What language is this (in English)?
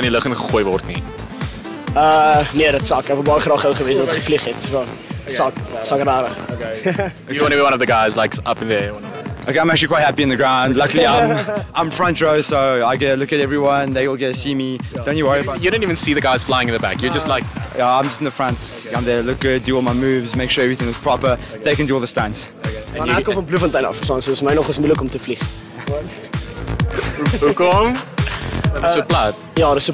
Afrikaans